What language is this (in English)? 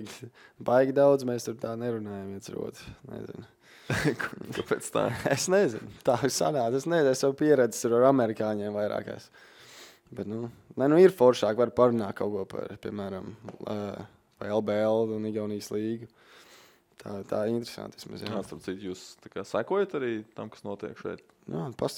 Latvian